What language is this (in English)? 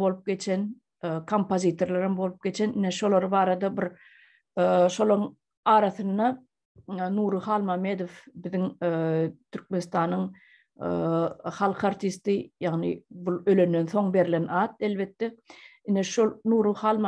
Turkmen